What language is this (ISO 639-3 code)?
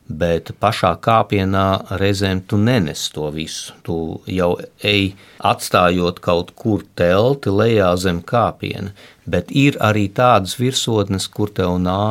lav